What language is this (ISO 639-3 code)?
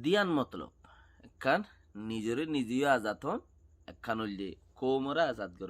rhg